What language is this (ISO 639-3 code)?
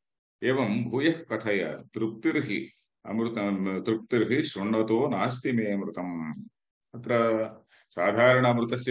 san